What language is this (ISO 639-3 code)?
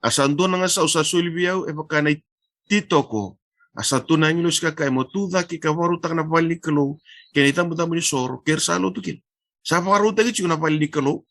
fij